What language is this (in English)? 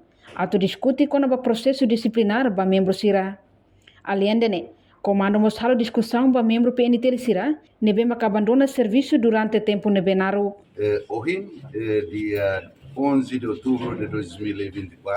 Tetum